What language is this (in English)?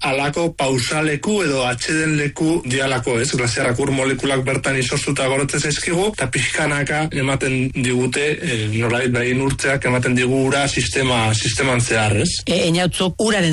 Basque